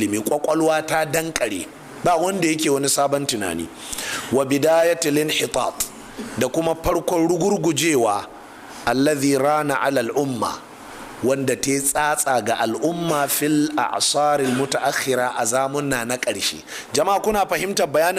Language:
Hausa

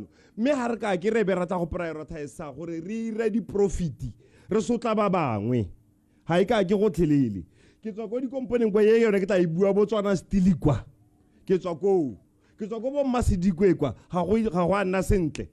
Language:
Tswana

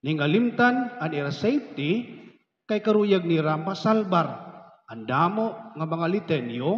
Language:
Waray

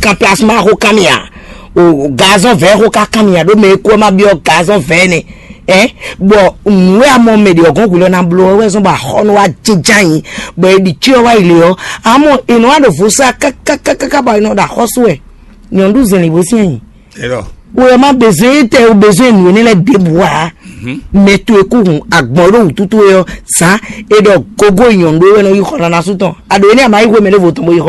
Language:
Fon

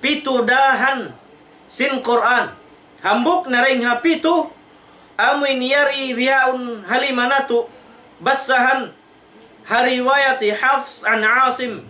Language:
Tausug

